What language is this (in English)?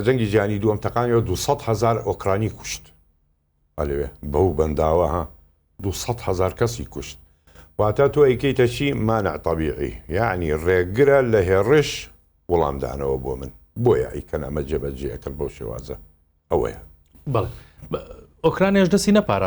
Central Kurdish